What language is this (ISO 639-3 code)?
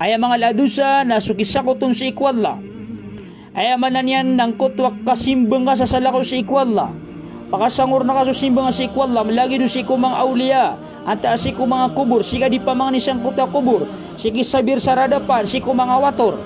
mrw